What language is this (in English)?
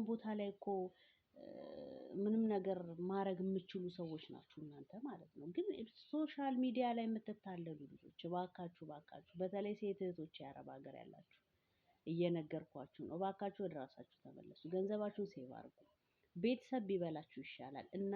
Amharic